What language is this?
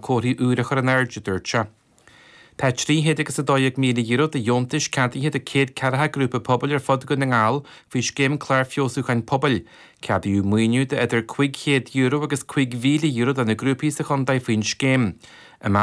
Irish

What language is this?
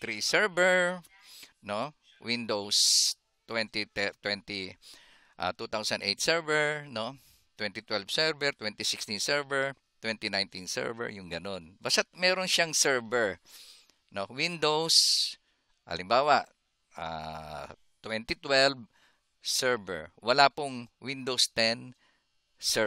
Filipino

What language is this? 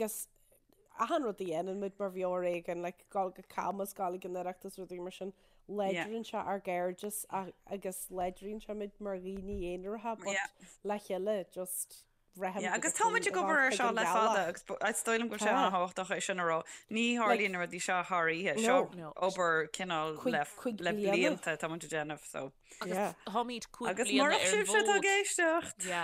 Irish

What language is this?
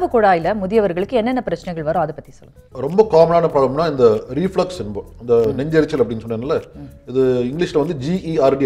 Tamil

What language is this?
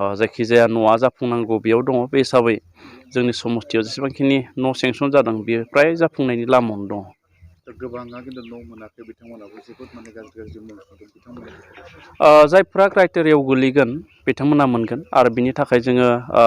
Bodo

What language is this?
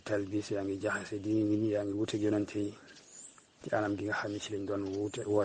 Wolof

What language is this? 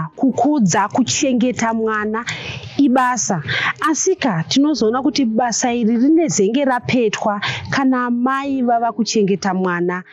Shona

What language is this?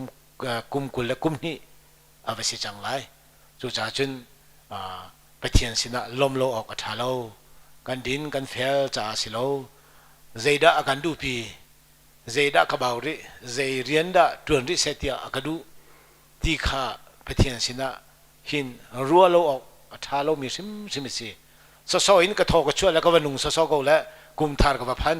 Hakha Chin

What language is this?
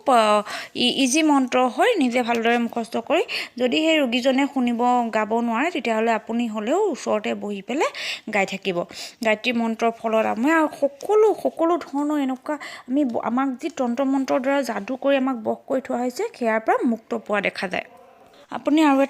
Assamese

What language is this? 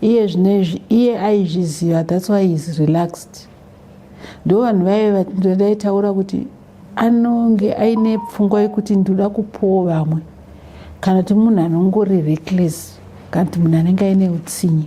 Shona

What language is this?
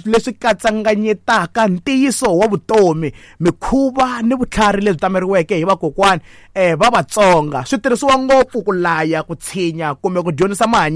Tsonga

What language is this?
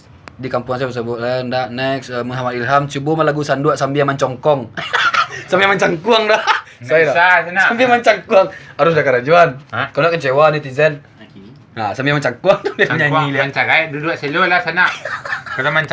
Minangkabau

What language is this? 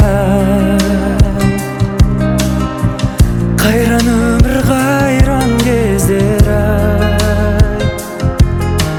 Kazakh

